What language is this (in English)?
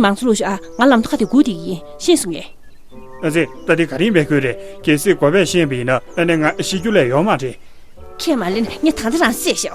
Tibetan